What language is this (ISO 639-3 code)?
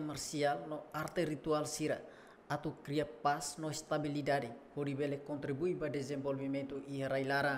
tet